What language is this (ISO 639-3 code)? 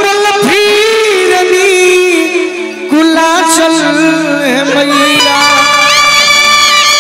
bho